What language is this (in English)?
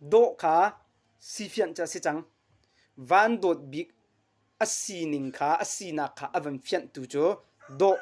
Hakha Chin